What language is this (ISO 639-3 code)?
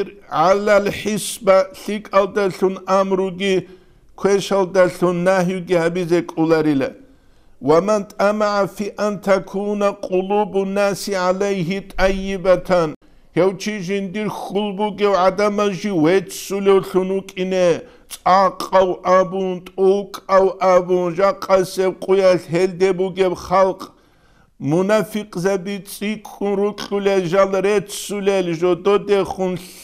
ava